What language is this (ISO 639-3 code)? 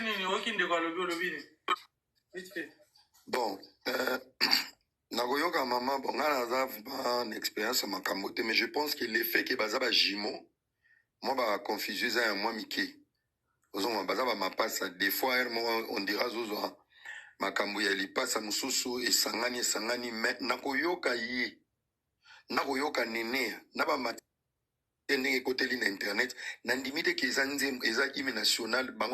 lin